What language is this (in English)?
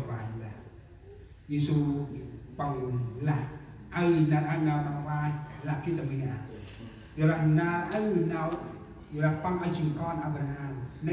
Central Mnong